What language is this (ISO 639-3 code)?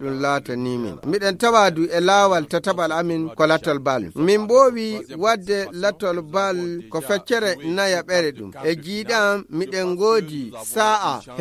ful